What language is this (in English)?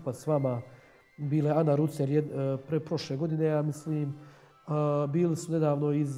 Croatian